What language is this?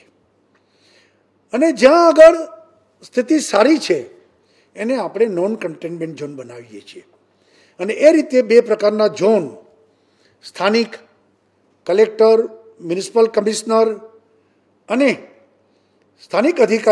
Gujarati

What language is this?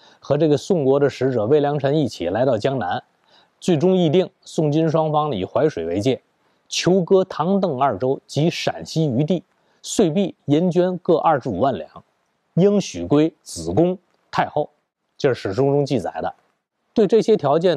Chinese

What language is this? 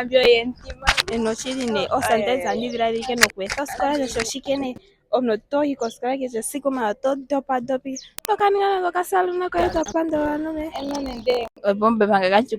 Ndonga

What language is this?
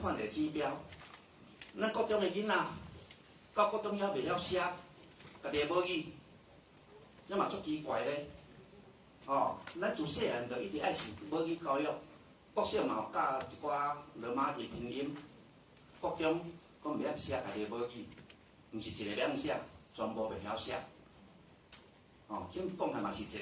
Min Nan Chinese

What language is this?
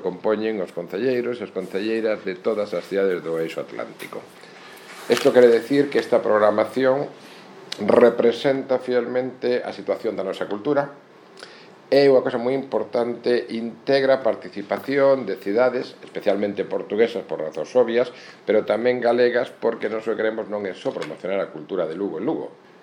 Galician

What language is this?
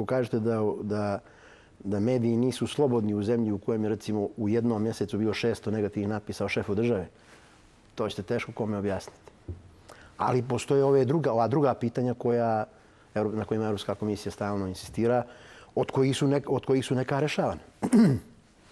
Bosnian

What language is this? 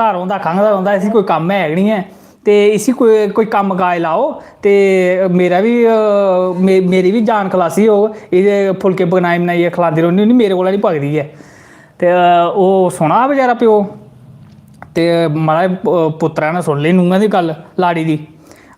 Dogri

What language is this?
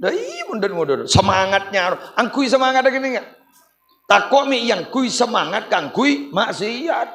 Madurese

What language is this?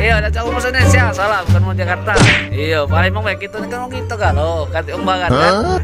Musi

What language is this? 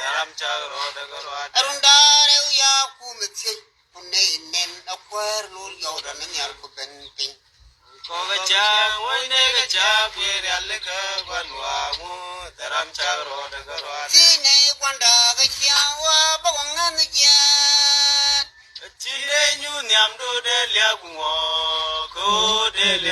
Nuer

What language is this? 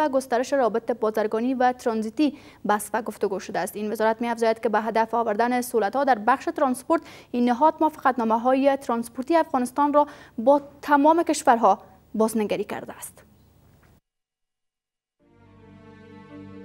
Persian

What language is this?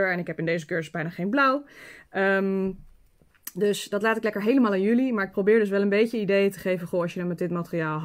Dutch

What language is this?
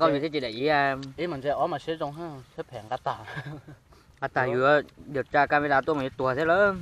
Hmong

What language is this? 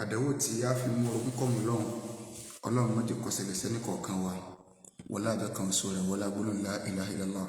Yoruba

